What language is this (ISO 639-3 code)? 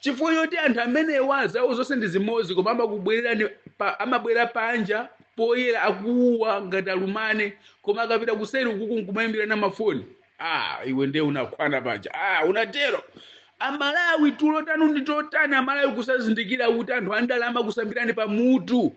nya